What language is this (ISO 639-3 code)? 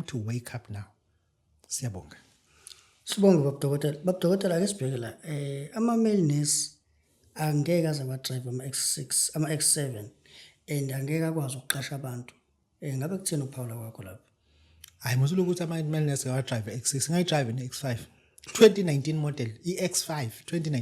zul